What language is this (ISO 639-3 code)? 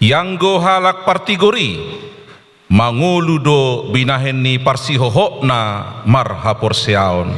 bbc